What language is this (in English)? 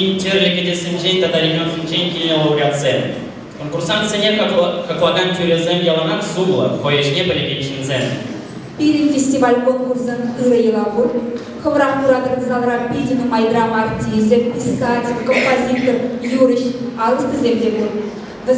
Chuvash